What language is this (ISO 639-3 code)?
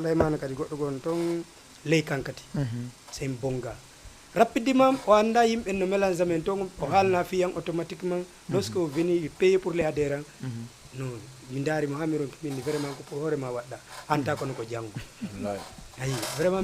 ful